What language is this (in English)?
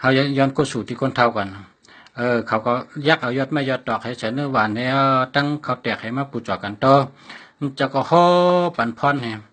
Shan